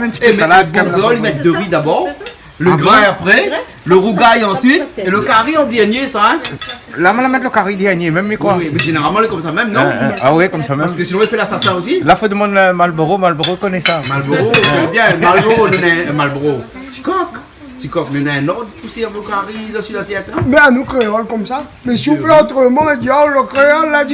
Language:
Réunion Creole French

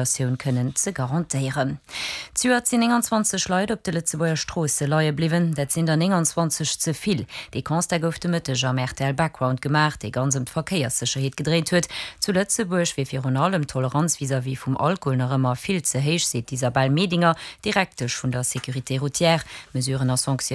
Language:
Luxembourgish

